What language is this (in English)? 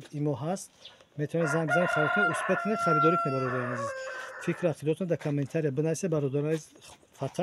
Tajik